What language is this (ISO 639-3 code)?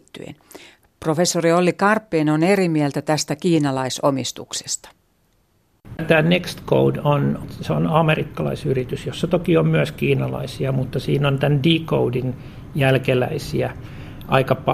fin